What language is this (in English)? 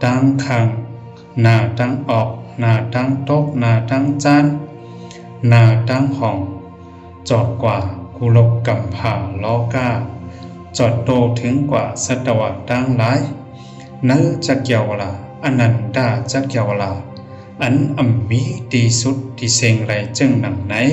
Shan